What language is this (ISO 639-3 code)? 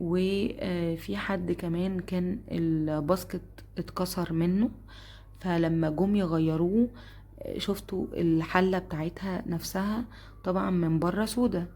arz